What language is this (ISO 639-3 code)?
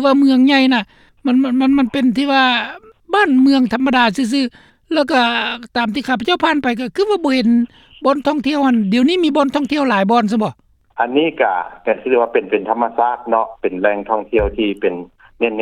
lao